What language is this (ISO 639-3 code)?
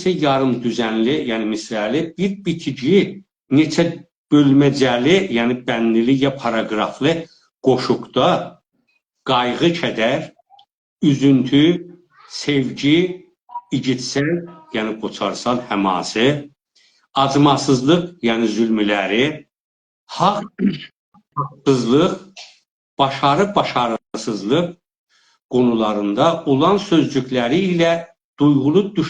azb